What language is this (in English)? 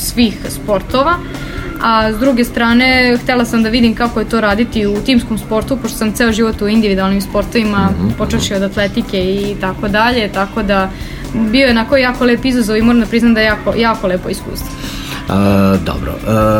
Serbian